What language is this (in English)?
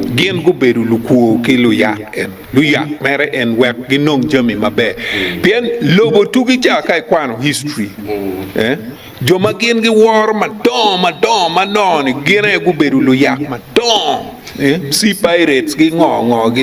Acoli